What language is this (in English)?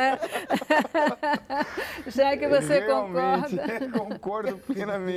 Portuguese